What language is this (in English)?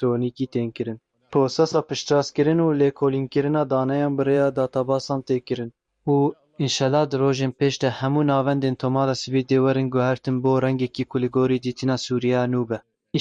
Kurdish